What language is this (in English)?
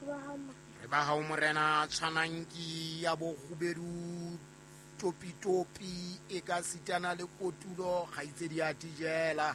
Southern Sotho